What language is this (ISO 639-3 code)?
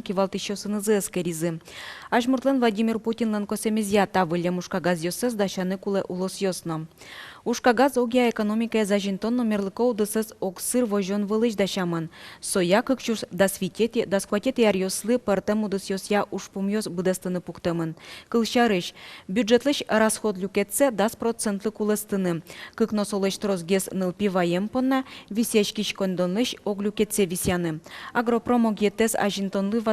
udm